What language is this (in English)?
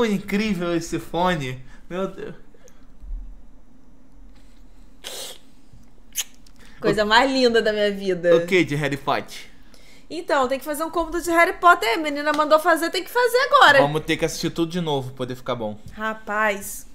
Portuguese